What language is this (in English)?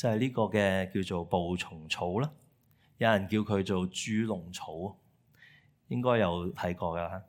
Cantonese